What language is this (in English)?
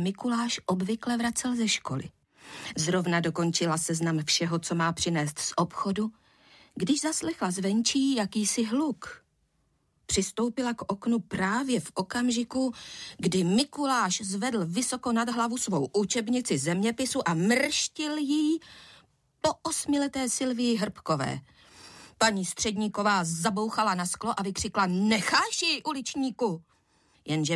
Czech